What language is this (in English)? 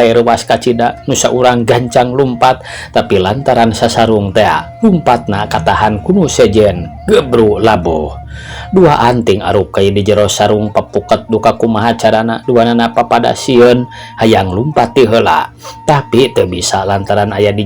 Sundanese